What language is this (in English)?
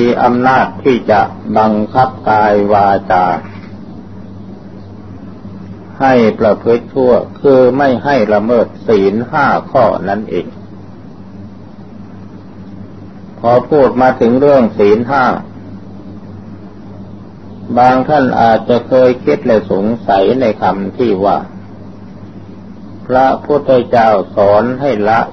Thai